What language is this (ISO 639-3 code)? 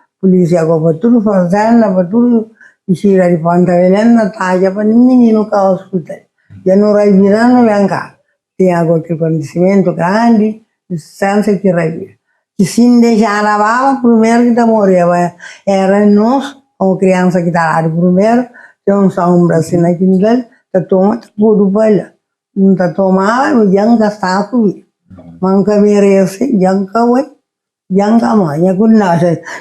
kea